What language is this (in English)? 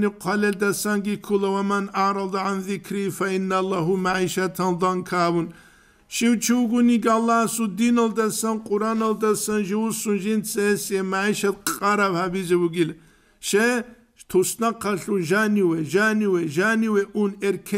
Avaric